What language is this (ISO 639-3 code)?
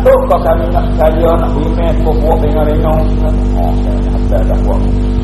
msa